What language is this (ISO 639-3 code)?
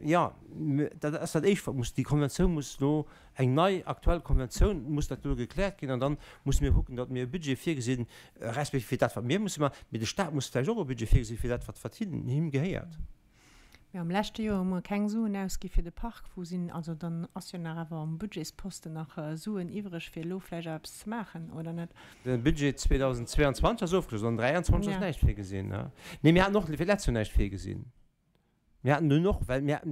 ltz